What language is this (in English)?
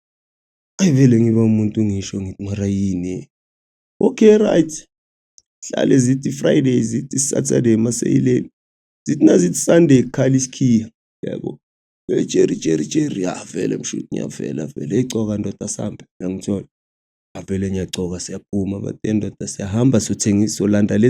Zulu